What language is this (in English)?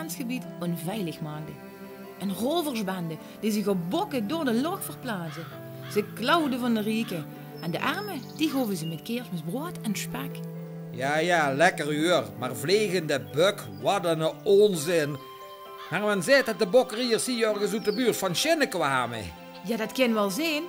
Limburgish